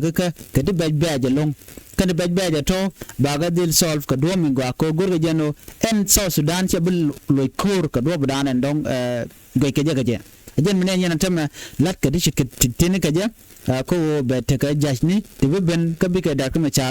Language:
Nuer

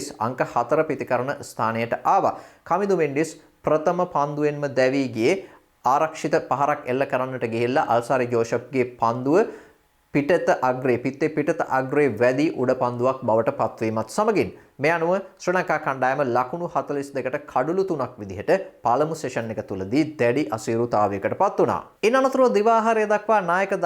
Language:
Sinhala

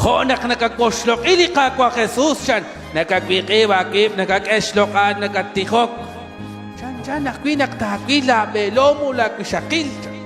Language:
Kekchí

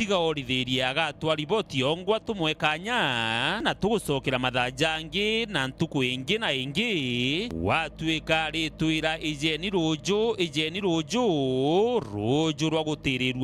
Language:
Meru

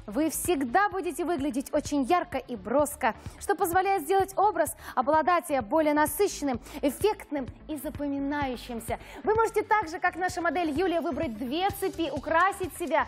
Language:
Russian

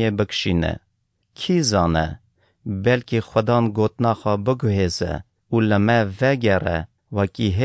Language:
Kurdish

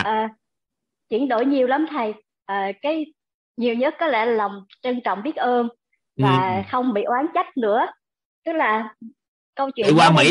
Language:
Vietnamese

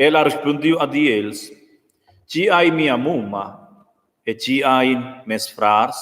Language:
Romansh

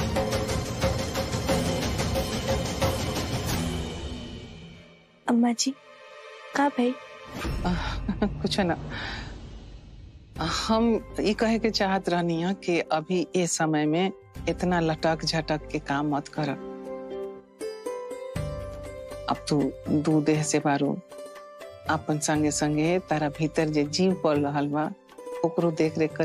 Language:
Bhojpuri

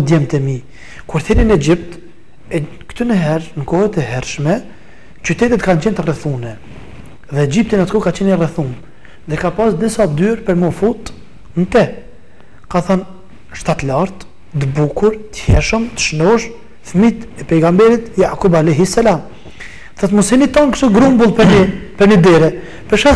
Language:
Albanian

